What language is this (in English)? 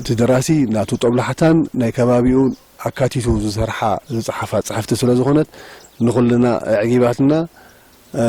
Tigrinya